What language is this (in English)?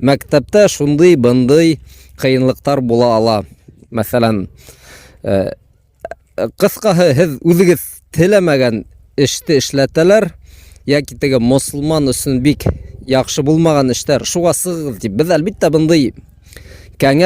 Bashkir